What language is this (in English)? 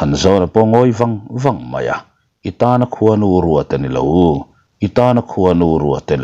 Mizo